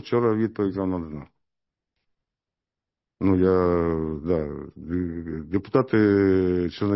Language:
Ukrainian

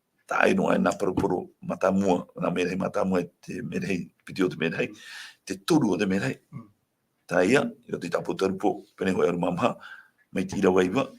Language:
Tahitian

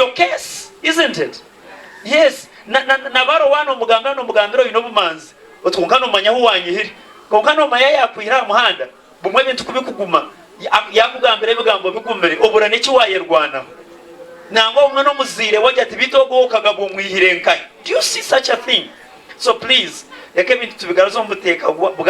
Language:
Nyankole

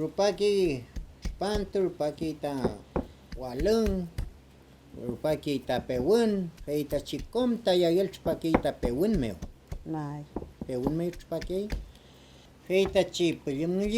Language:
Mapuche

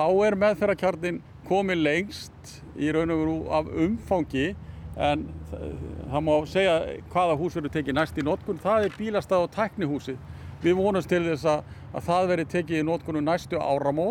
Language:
Icelandic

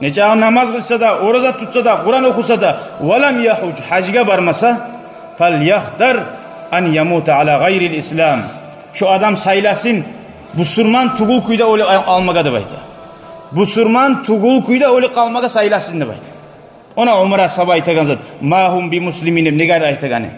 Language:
Kumyk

